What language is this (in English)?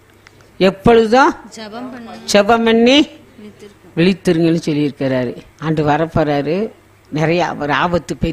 Tamil